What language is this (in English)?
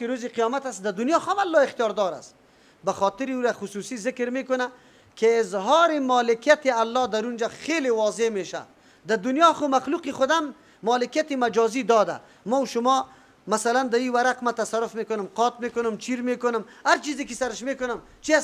Persian